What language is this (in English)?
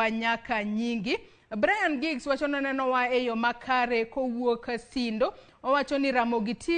Luo (Kenya and Tanzania)